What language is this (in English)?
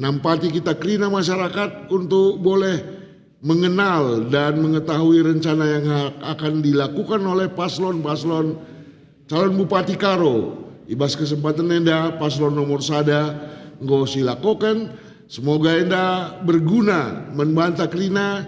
Batak Karo